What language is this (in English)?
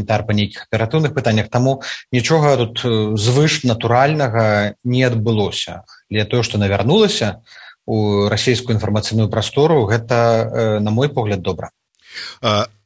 Belarusian